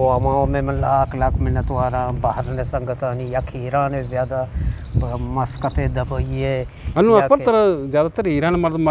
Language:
Eastern Balochi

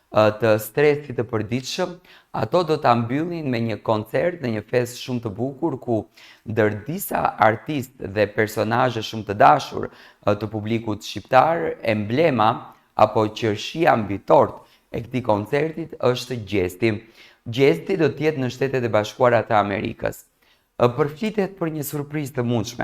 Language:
Albanian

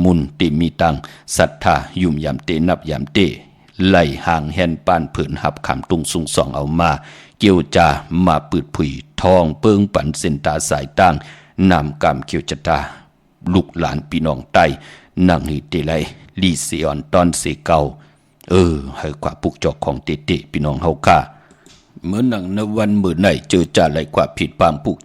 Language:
Shan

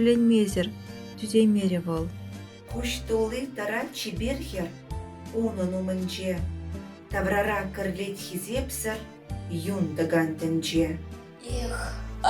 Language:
Chuvash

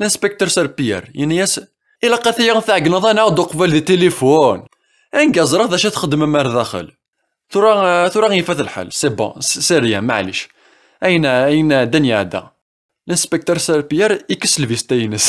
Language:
Kabyle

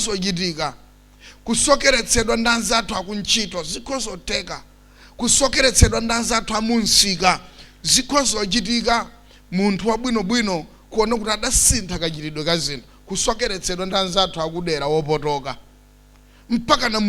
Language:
Nyanja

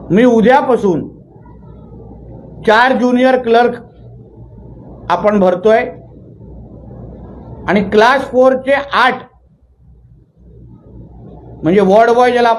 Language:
Marathi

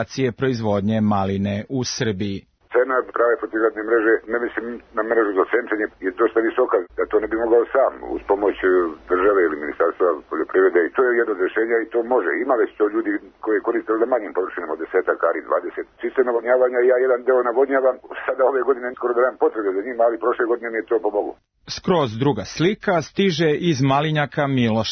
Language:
Serbian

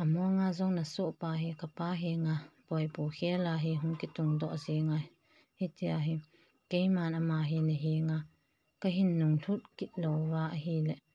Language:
Thado Chin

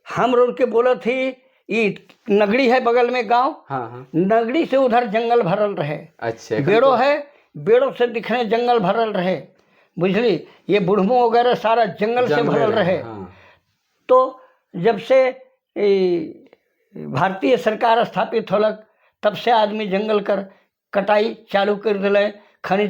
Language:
Sadri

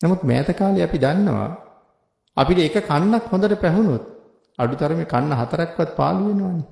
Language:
Sinhala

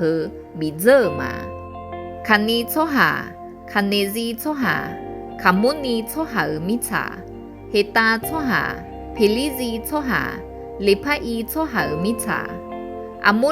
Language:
Akha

